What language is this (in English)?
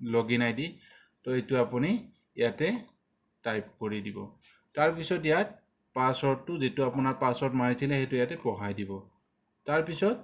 Assamese